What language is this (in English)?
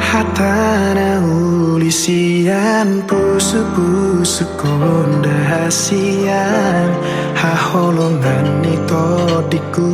Batak Toba